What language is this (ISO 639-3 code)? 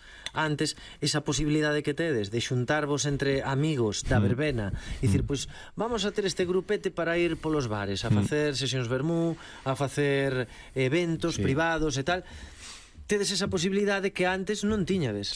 glg